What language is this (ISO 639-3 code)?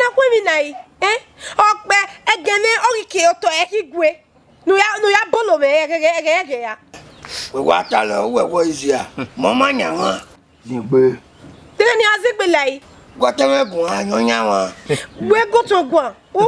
bin